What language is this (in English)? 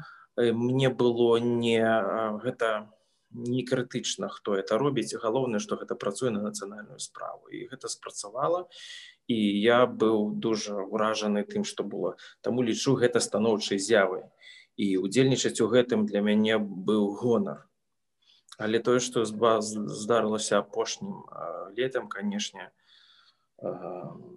Belarusian